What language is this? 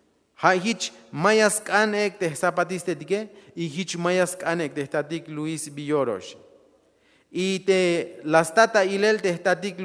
Tzeltal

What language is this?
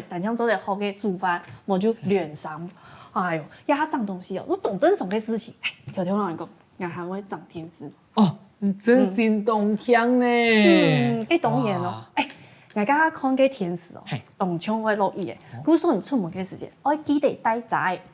Hakka Chinese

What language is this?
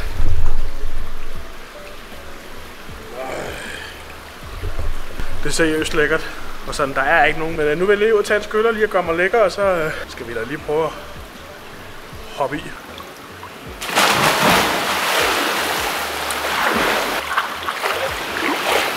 Danish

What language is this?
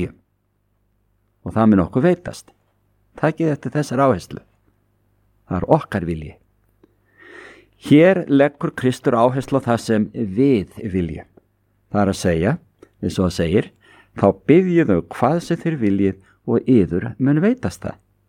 Icelandic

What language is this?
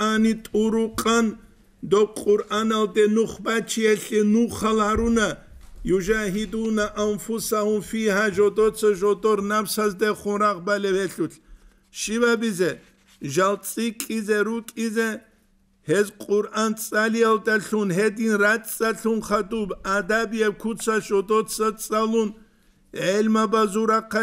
Avaric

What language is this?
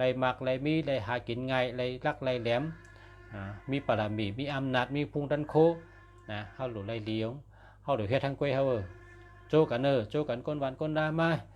Shan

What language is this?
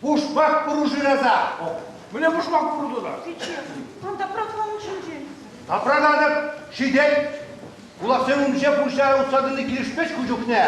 Chuvash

